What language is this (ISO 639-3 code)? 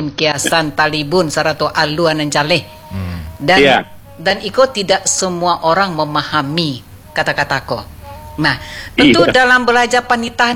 ind